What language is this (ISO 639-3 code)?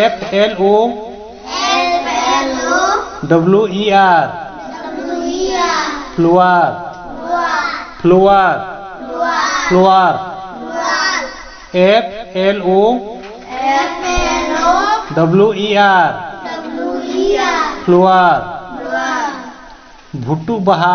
sat